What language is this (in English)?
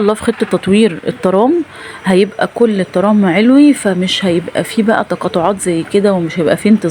Egyptian Arabic